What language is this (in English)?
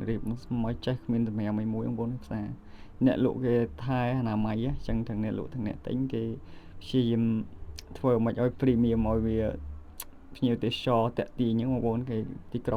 Khmer